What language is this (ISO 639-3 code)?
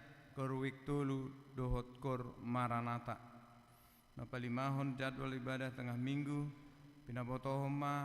bbc